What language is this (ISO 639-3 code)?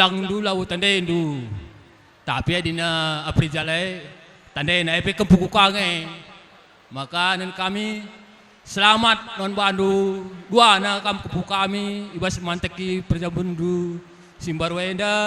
btx